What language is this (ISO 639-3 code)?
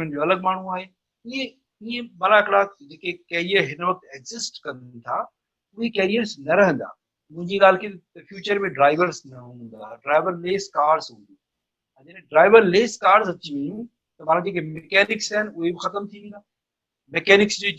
snd